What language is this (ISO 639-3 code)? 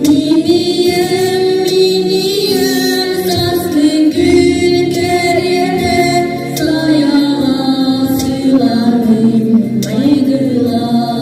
sah